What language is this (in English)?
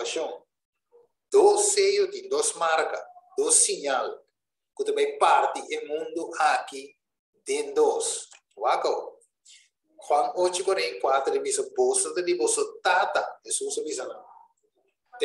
Papiamento